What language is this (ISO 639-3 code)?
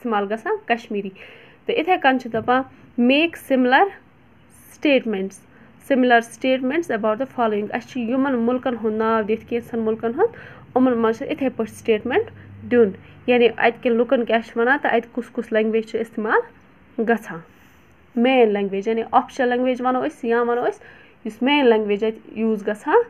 kas